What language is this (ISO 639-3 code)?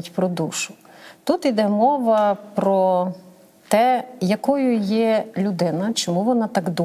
ukr